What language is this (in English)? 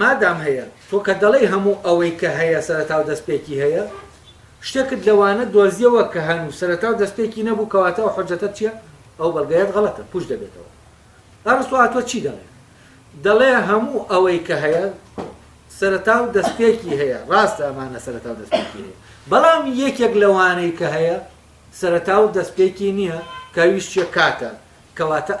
Central Kurdish